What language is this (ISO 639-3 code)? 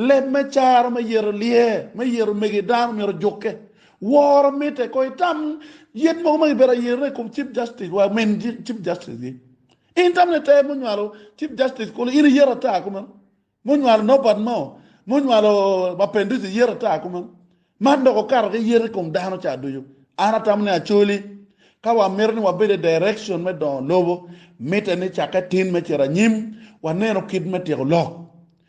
ach